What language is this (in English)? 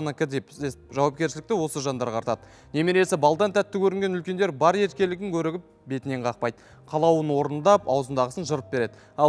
Kazakh